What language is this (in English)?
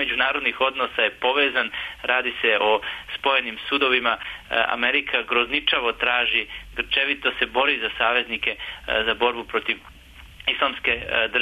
Bosnian